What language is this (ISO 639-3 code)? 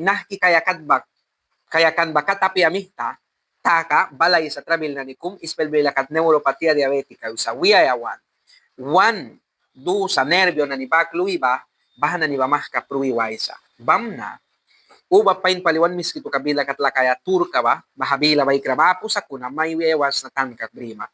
miq